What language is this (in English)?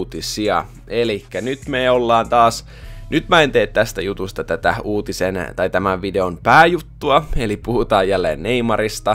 Finnish